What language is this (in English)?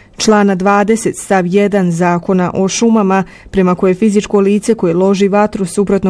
Bosnian